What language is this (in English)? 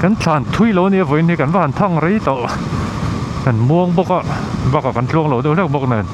Mizo